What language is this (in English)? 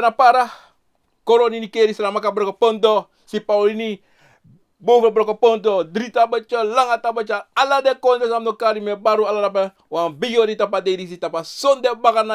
Sranan Tongo